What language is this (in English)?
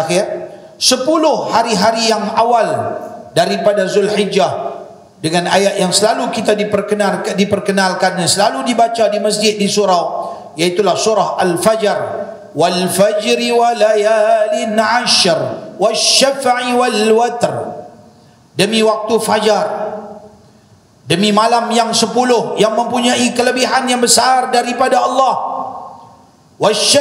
Malay